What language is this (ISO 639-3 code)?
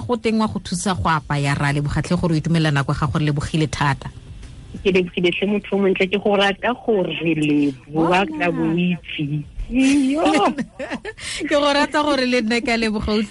tsn